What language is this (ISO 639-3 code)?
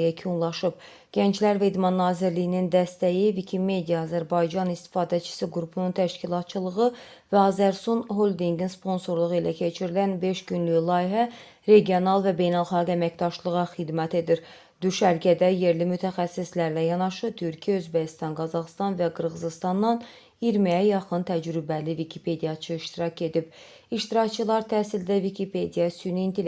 aze